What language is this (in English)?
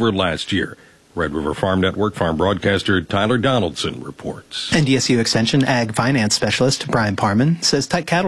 English